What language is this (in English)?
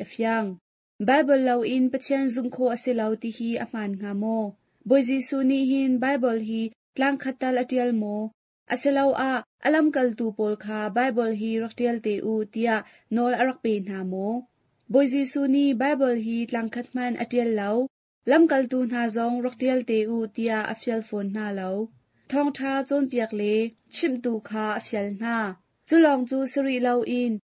Hakha Chin